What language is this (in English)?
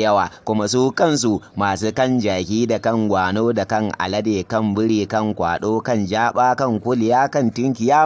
Hausa